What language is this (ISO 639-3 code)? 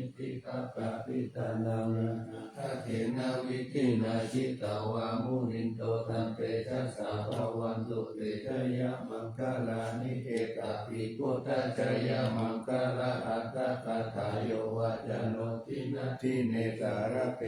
pli